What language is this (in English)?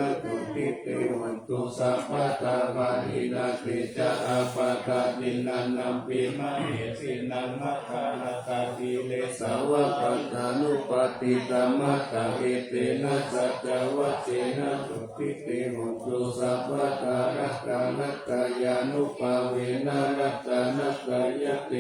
Pali